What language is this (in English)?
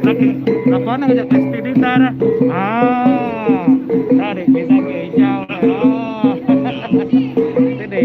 Iban